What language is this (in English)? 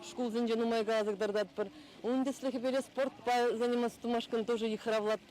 Chuvash